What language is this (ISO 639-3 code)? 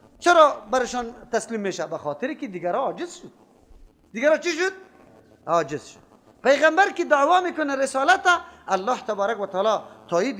fas